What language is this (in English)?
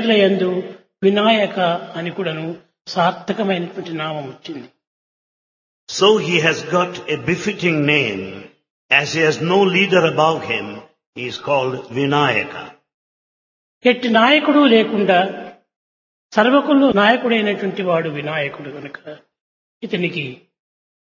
Telugu